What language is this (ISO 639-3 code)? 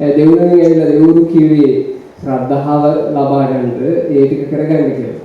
sin